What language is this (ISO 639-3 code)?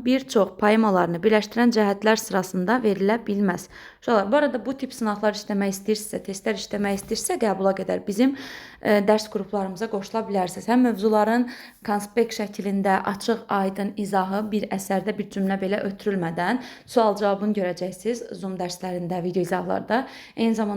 aze